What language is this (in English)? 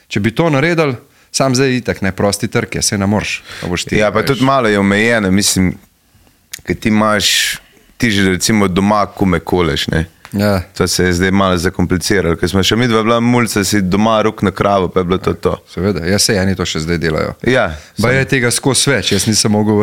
Slovenian